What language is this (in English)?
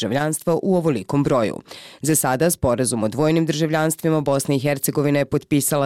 Bosnian